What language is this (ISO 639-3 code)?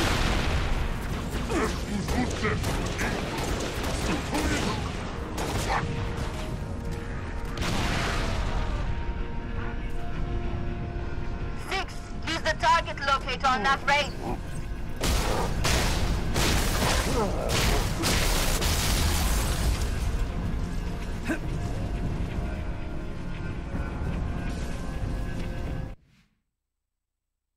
eng